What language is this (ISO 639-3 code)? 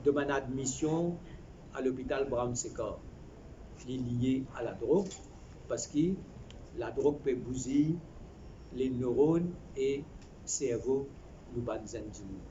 mfe